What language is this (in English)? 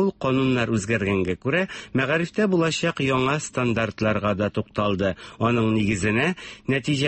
Tatar